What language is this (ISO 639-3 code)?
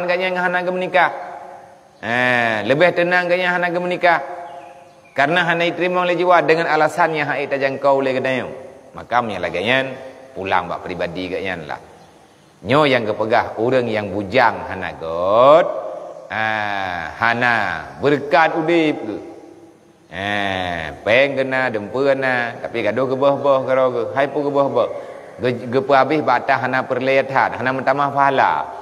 ace